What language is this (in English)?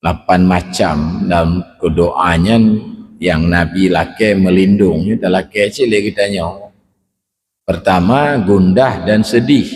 Achinese